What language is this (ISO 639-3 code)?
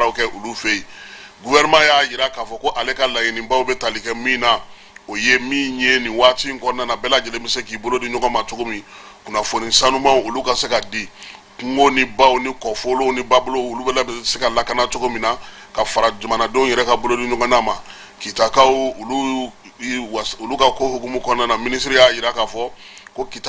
bam